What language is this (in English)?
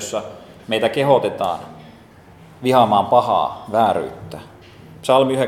Finnish